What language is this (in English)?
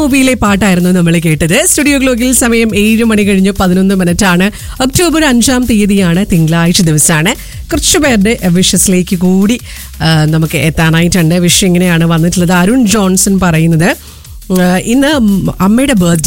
Malayalam